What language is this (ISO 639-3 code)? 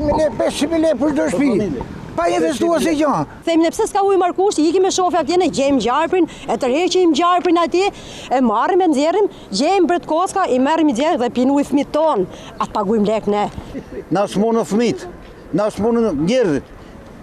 sqi